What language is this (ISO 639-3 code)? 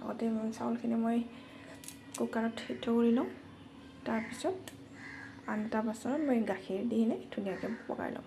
asm